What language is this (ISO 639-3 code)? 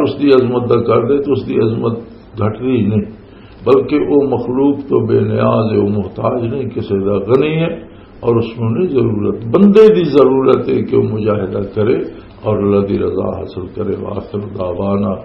lah